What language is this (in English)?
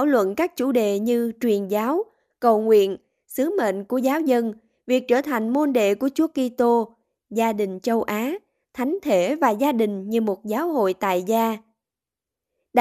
Vietnamese